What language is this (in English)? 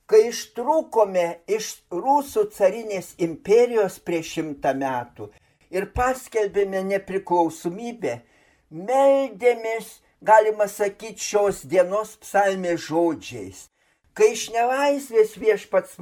Lithuanian